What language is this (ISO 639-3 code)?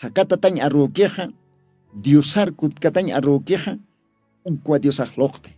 aym